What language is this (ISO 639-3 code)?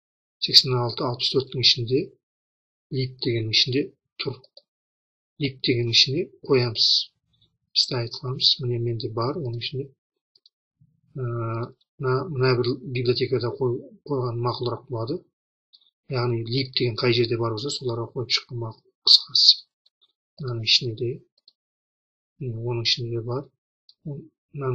kaz